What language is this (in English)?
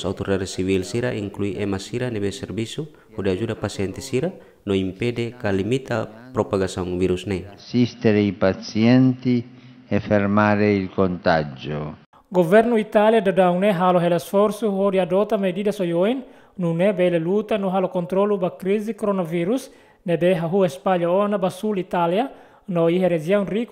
Tetum